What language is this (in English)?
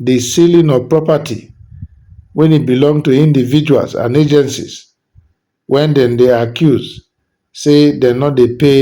Nigerian Pidgin